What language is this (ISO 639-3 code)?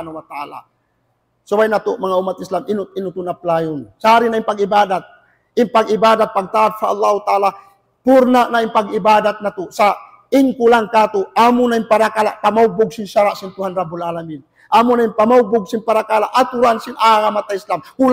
tsg